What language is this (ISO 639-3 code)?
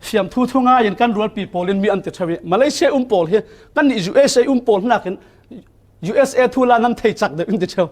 cfm